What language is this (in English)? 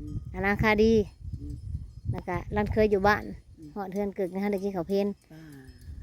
Northeastern Thai